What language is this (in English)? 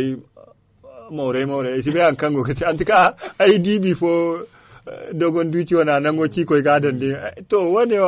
Zarma